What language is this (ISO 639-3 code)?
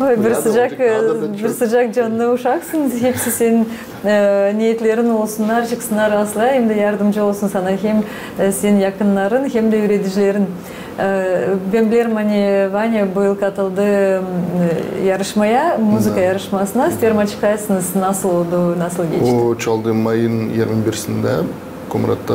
gag